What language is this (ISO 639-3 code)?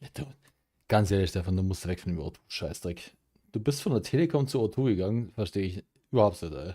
bar